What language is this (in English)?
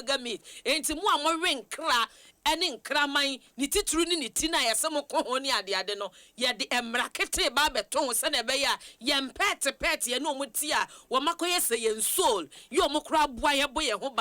Akan